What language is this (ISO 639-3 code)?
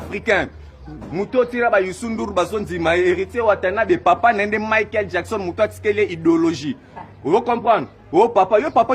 lin